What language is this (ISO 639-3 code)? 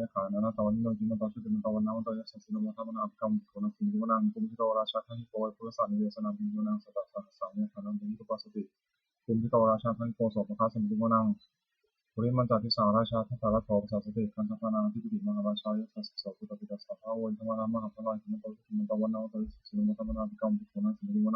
pli